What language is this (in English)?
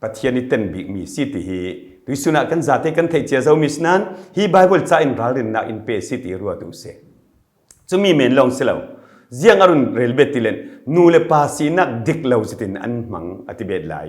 Falam Chin